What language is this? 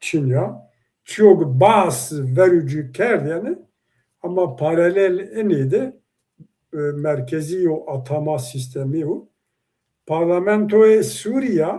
Zaza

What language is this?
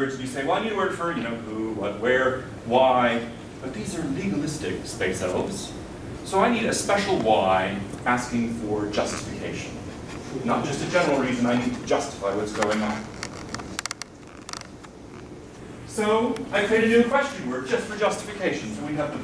English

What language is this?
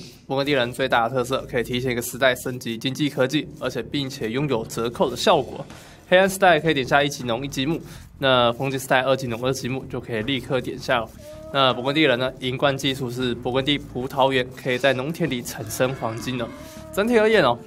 Chinese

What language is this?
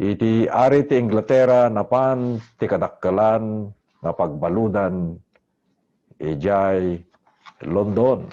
Iloko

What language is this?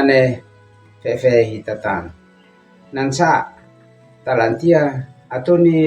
Uab Meto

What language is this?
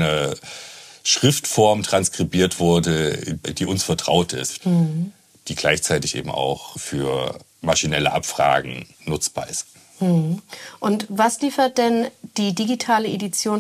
German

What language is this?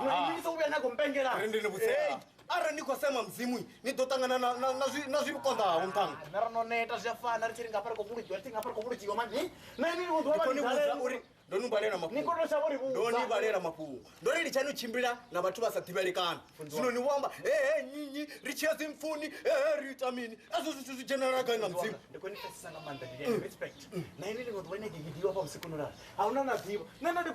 Venda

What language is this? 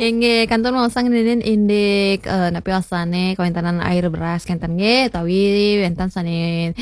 Balinese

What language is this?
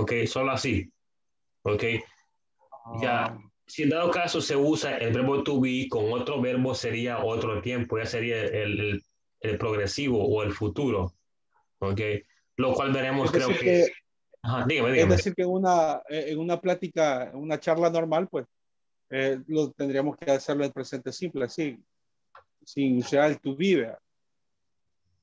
Spanish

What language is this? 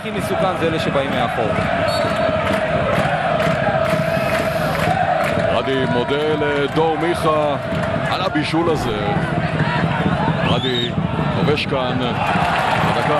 Hebrew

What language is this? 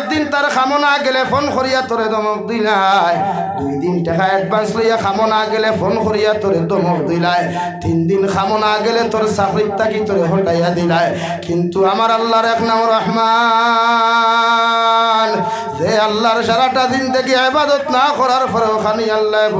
Sylheti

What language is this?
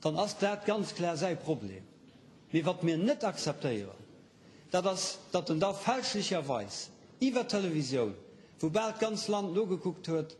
Luxembourgish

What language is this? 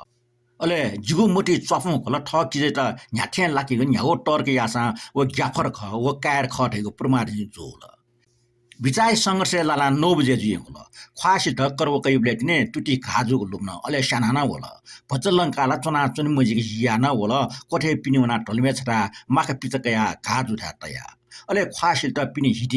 Newari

